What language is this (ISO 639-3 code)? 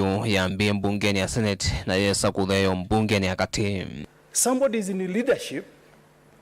kam